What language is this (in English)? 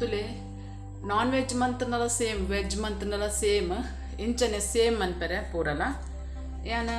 Tulu